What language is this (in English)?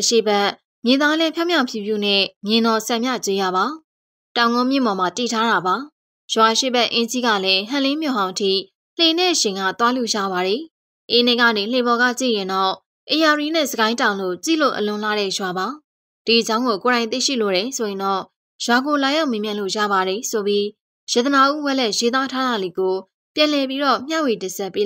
Burmese